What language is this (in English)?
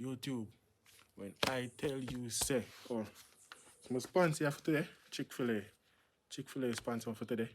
Jamaican Creole English